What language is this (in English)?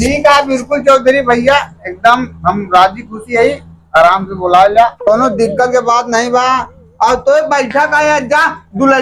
Awadhi